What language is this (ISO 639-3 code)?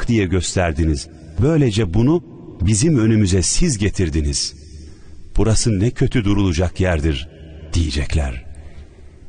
tur